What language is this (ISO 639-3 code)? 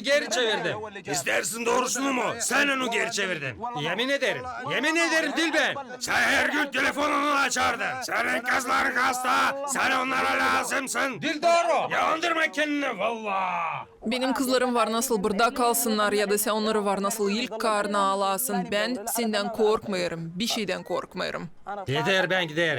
gag